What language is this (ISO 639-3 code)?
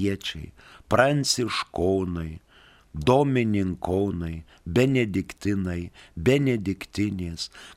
lit